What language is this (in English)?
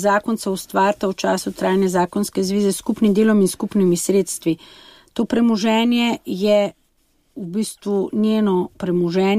Slovenian